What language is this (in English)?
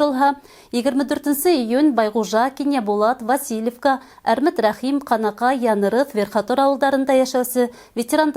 Bashkir